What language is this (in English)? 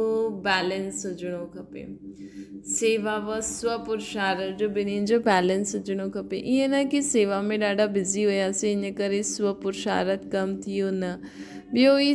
Sindhi